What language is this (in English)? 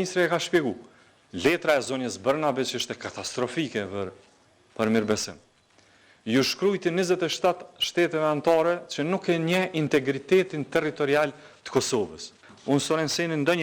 Albanian